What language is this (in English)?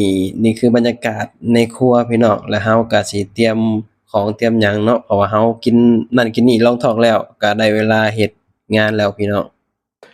Lao